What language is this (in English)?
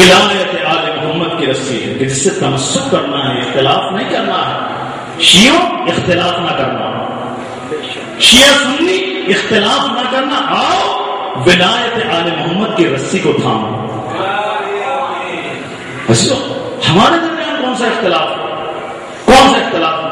Urdu